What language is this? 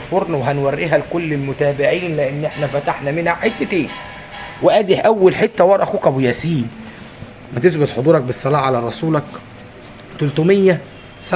Egyptian Arabic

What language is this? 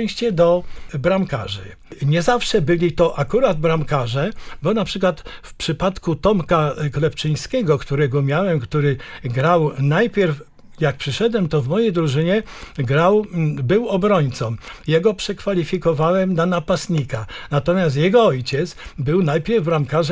Polish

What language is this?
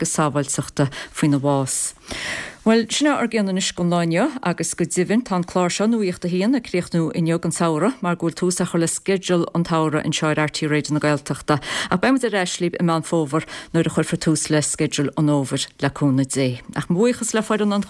Irish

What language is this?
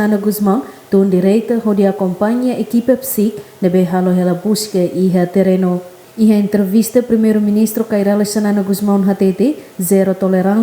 Tetum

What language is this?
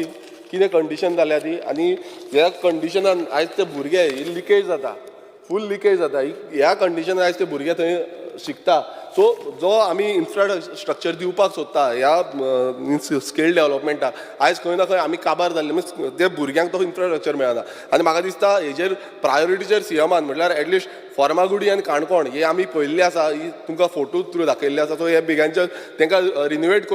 Konkani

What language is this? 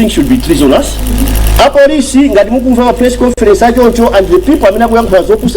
Nyanja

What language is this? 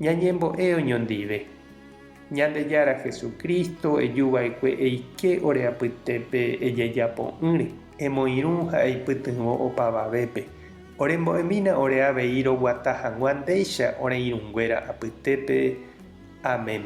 Guarani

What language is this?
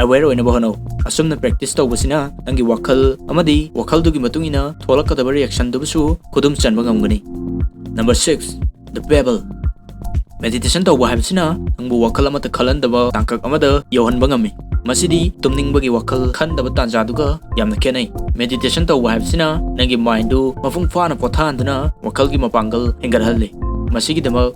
Manipuri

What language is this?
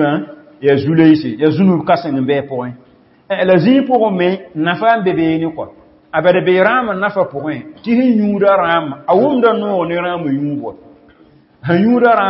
Mossi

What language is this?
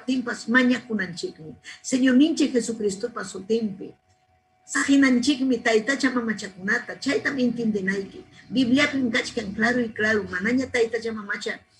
Ayacucho Quechua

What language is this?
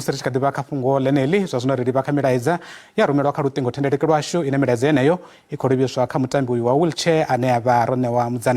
Venda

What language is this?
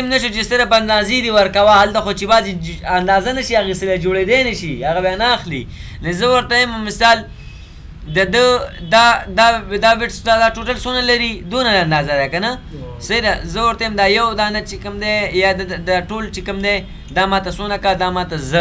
Pashto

